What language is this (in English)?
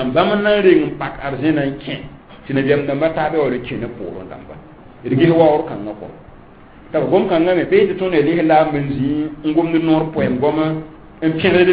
Mossi